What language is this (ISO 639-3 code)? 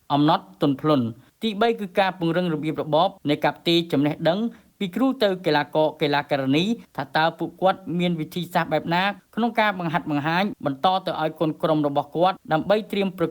khm